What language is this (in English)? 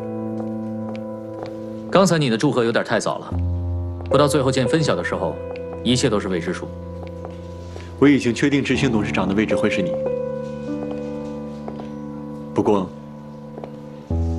Chinese